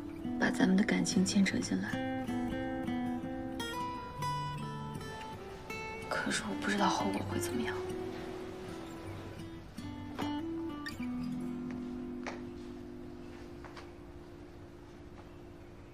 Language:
Chinese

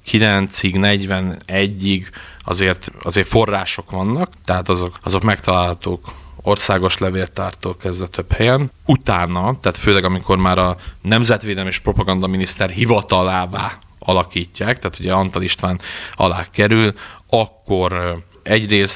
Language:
Hungarian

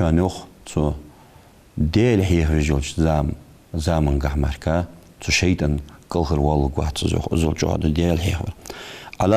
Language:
Ingush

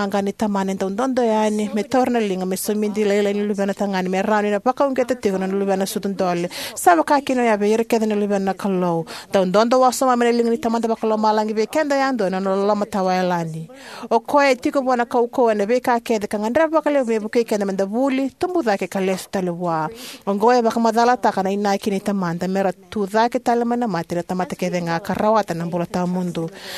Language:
Fijian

